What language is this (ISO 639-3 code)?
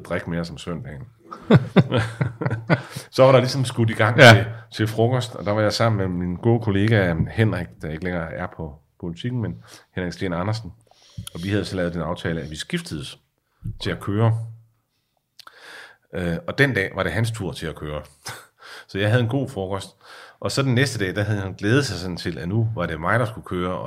dan